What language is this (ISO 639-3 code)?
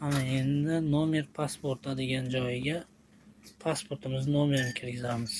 uzb